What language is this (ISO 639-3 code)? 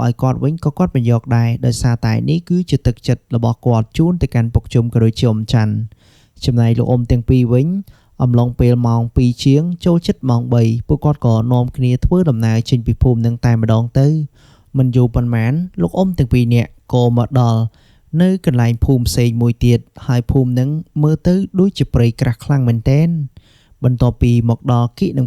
khm